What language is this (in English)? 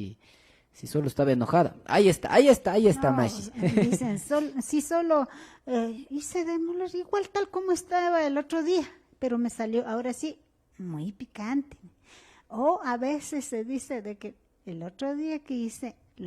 Imbabura Highland Quichua